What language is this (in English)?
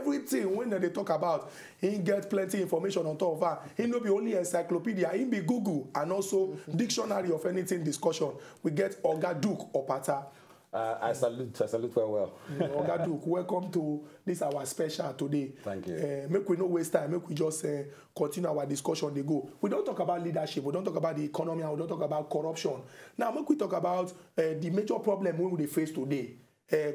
Nigerian Pidgin